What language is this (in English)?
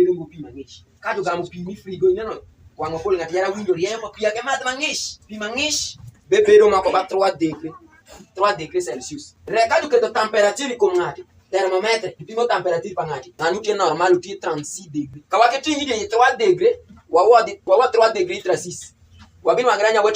Alur